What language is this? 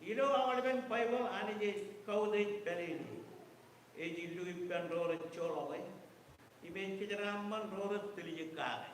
Marshallese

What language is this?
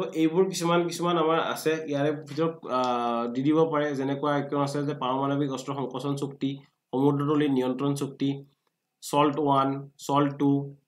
Assamese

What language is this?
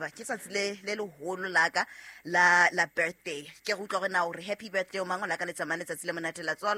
Southern Sotho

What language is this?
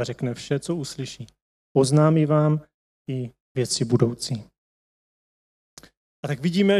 Czech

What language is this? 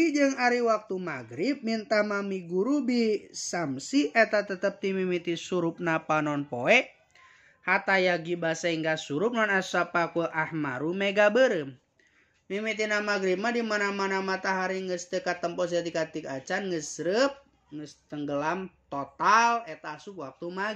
Sundanese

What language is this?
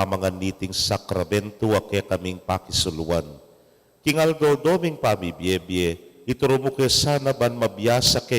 Pampanga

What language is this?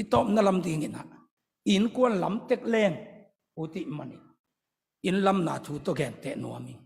Tedim Chin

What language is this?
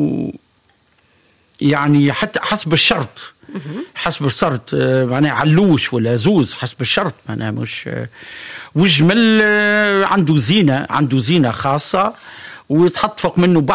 Tunisian Arabic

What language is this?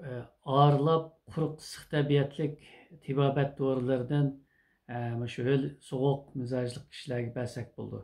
Uyghur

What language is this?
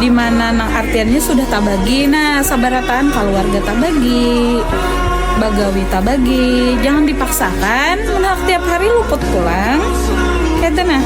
Banjar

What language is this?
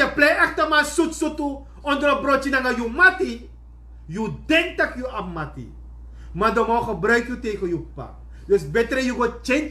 Sranan Tongo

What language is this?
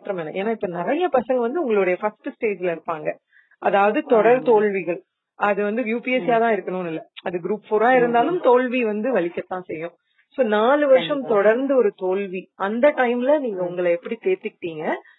Tamil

